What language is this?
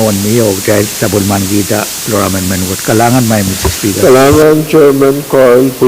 Pohnpeian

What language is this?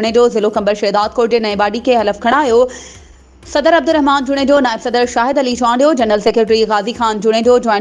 Sindhi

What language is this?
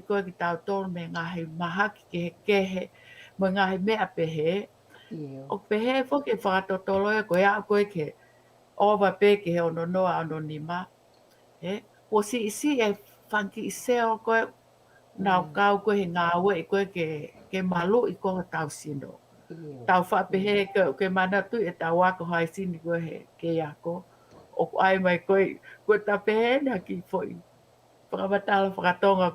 Tongan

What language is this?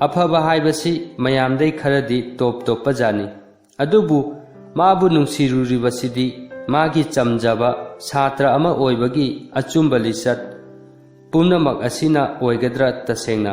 Manipuri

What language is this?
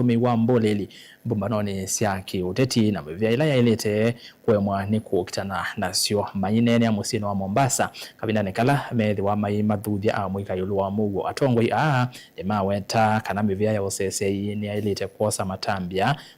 Kamba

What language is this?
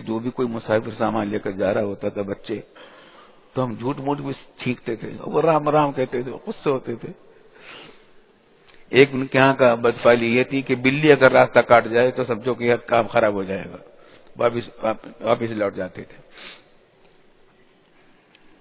Urdu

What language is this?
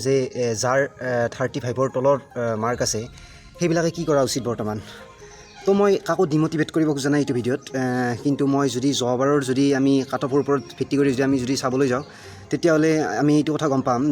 Assamese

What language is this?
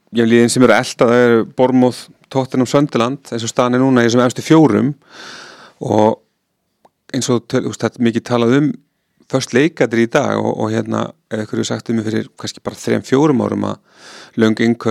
Icelandic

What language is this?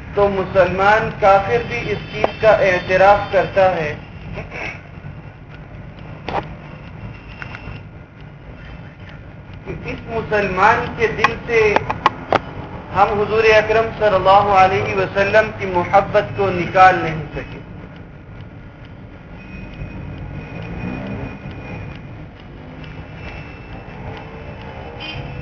Urdu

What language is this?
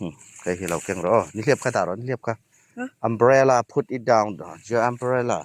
Hmar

